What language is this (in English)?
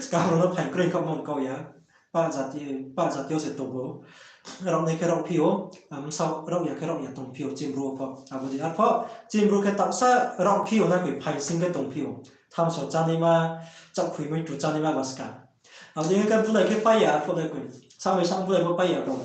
Riang (India)